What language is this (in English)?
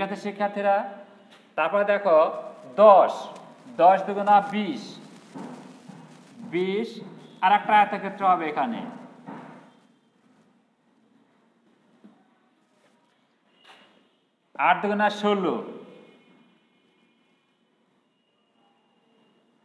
Bangla